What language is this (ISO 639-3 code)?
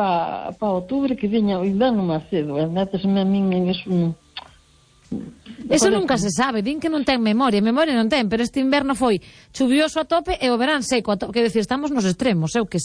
glg